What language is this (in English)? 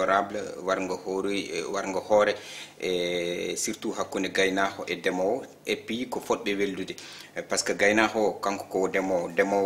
Fula